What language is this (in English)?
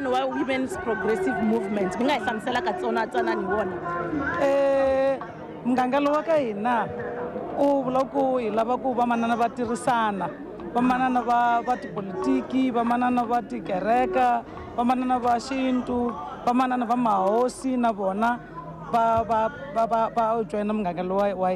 Tsonga